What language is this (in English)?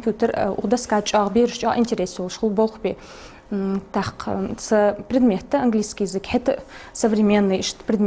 Ingush